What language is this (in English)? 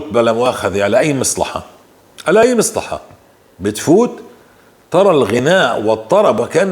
North Levantine Arabic